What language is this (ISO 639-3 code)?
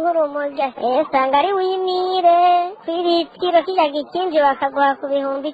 run